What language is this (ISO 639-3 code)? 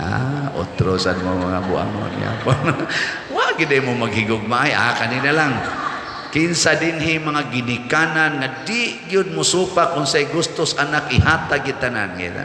ceb